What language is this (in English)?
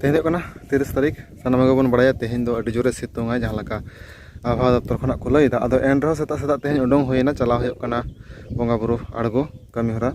Santali